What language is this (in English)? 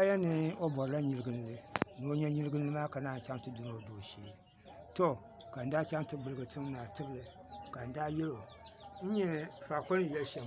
Dagbani